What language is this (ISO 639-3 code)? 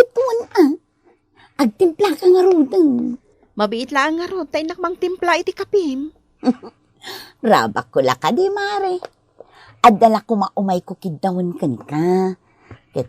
ilo